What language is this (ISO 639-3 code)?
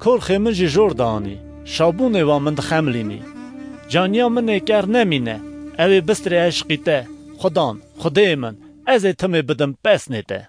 kur